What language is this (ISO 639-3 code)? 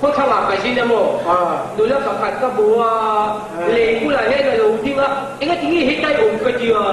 cnh